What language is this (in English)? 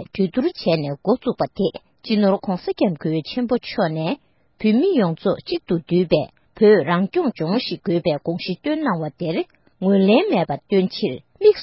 Tibetan